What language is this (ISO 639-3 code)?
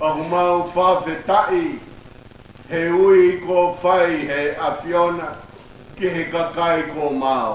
ton